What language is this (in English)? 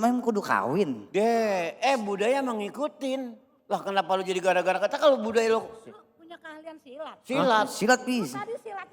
Betawi